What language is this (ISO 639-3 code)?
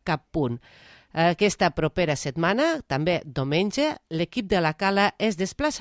cat